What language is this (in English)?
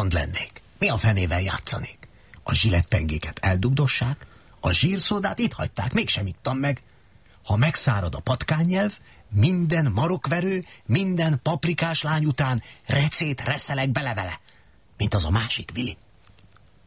Hungarian